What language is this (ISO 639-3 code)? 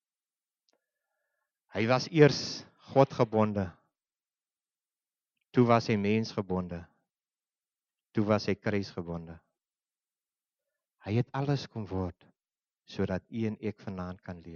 afr